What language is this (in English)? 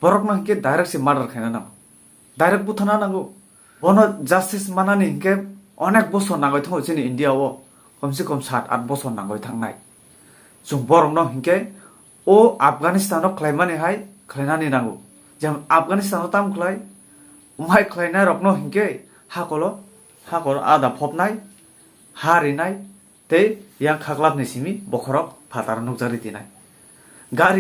Kok Borok